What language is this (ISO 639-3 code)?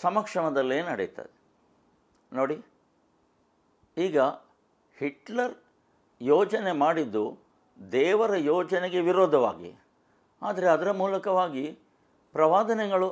kan